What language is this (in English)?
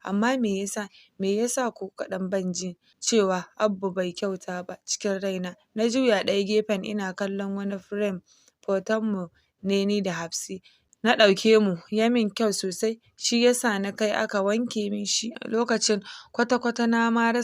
Hausa